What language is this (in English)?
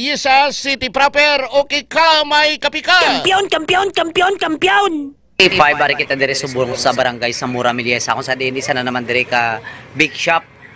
Hiligaynon